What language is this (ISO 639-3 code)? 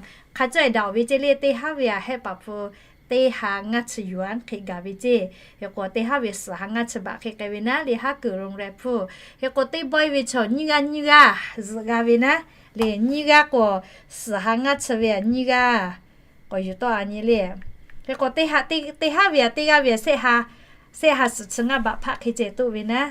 lhu